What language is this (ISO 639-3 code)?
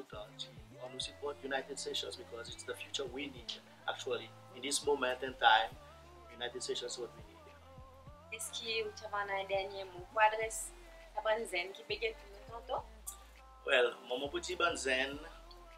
crs